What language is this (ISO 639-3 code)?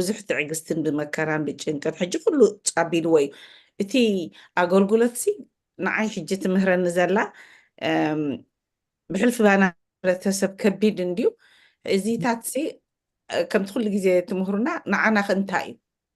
tir